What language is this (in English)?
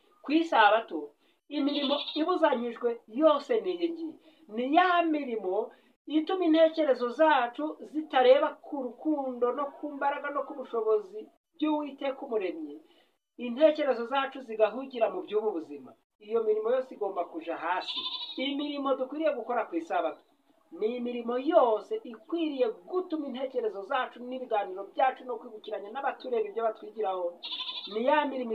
Kinyarwanda